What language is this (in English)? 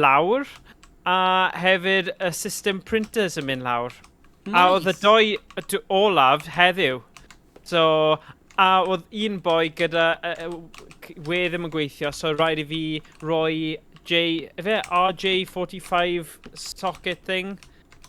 Welsh